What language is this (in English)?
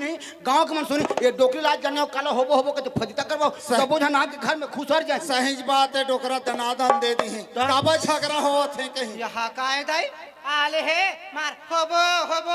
Chhattisgarhi